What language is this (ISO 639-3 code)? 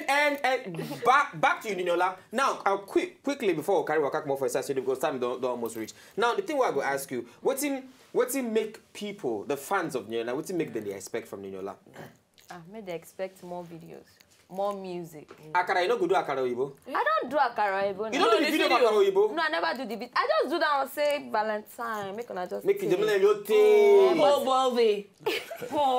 pcm